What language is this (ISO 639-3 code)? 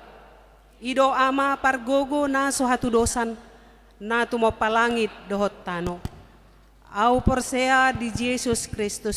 bbc